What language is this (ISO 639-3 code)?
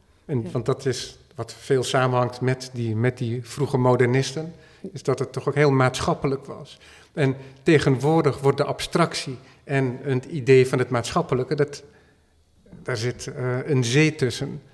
nld